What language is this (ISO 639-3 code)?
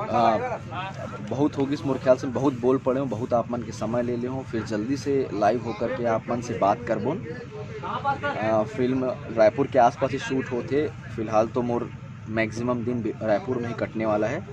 hne